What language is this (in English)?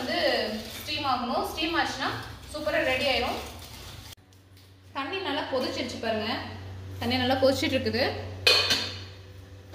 Tamil